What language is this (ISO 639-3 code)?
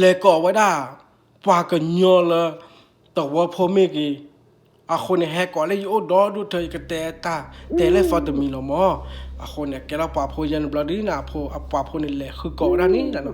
ksw